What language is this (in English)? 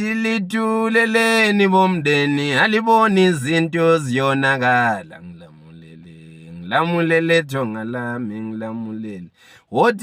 Zulu